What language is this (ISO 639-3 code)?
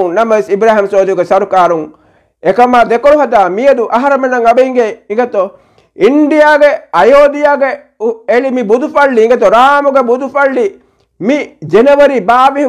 div